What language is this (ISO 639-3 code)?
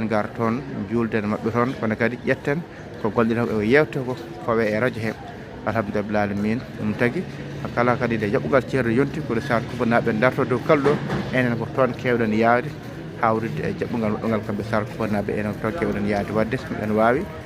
ful